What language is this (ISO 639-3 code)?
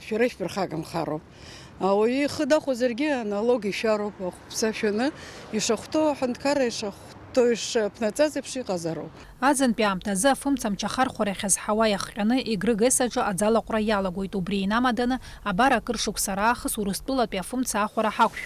abk